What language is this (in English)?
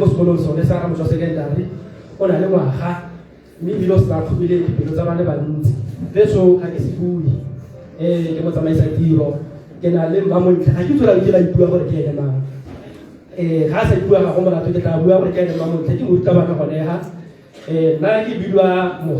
Tswana